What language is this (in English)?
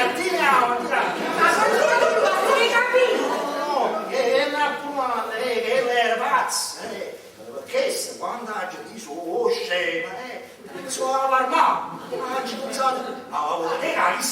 Neapolitan